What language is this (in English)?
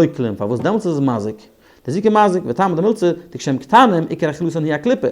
Yiddish